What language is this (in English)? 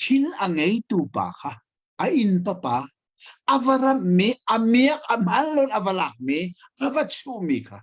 Hakha Chin